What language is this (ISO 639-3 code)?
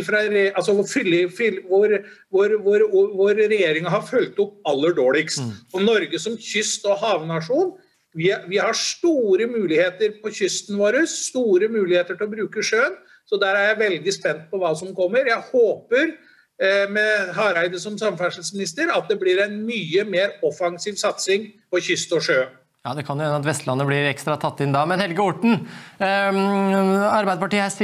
nor